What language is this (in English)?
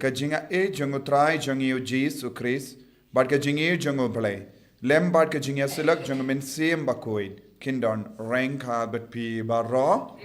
Khasi